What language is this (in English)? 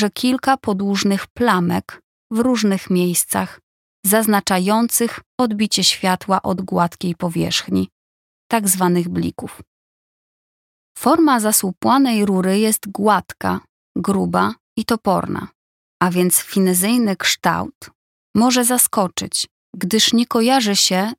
Polish